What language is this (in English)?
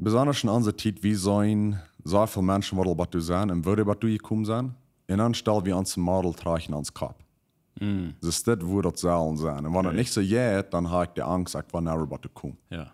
Plautdietsch